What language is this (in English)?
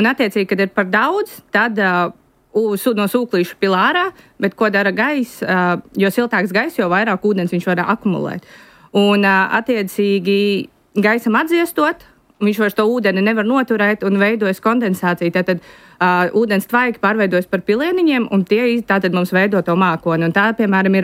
Latvian